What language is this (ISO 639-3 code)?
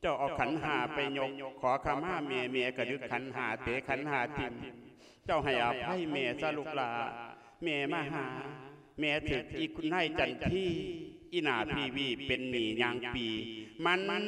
lao